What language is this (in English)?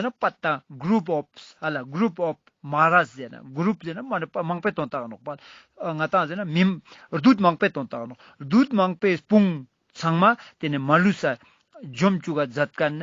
Ladakhi